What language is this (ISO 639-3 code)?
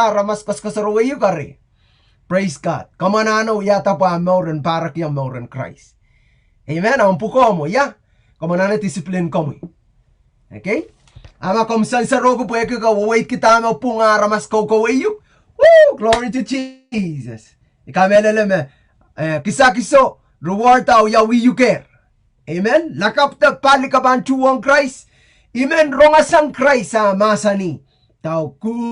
pon